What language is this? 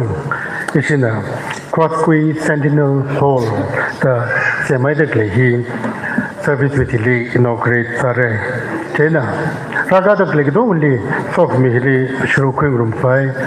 Tangkhul Naga (India)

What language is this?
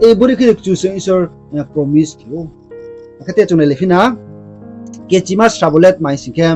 Riang (India)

